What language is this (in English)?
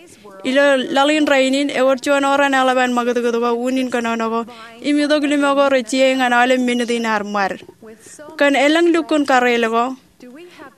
Marshallese